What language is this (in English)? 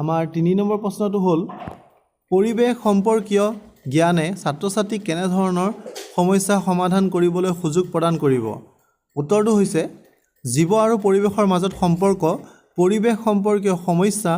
Assamese